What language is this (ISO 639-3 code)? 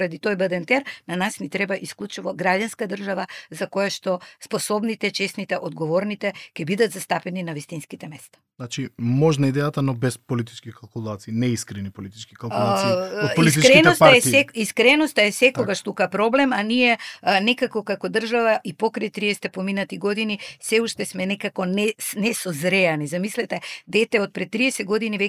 mkd